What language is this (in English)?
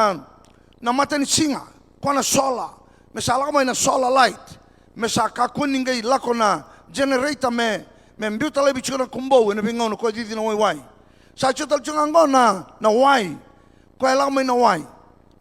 Fijian